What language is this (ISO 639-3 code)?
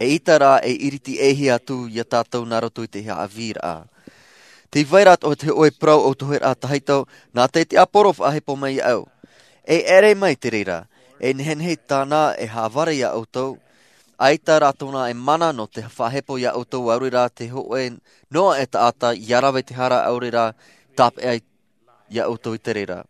tah